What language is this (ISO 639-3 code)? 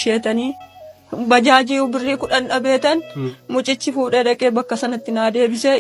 orm